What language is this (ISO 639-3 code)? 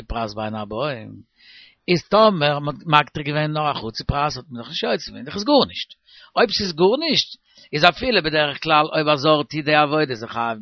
yid